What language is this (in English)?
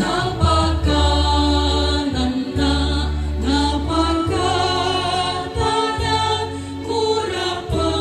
Toraja-Sa'dan